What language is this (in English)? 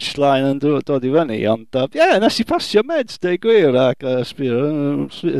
Welsh